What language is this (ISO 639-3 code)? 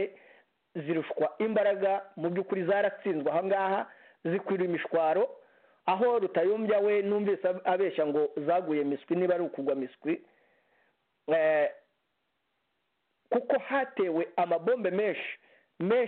kin